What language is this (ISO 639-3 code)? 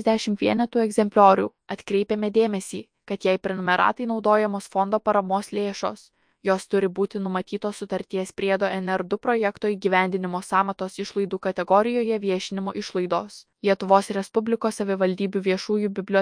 lit